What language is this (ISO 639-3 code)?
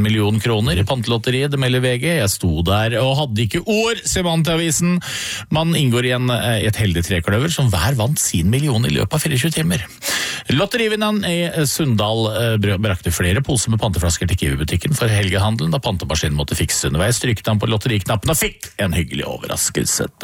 nor